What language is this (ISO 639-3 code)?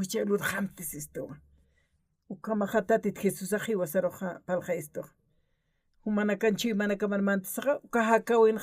aym